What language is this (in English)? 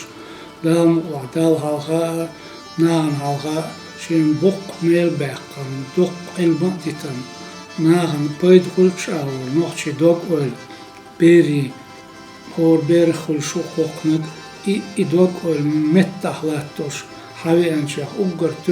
Chechen